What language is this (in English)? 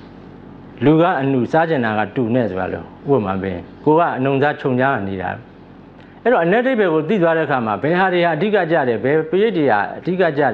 Burmese